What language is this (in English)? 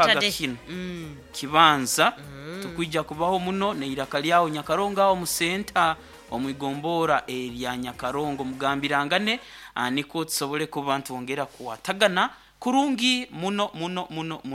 Nyankole